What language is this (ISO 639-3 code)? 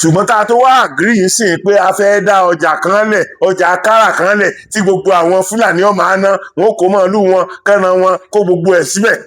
yor